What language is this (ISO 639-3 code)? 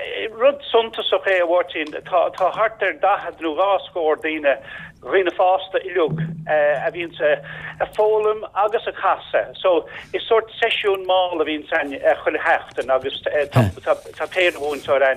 gle